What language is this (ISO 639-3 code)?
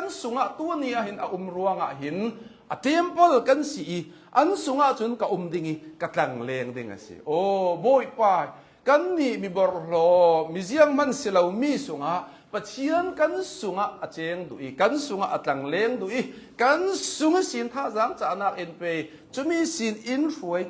cnh